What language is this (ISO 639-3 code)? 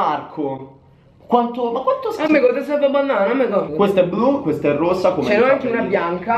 ita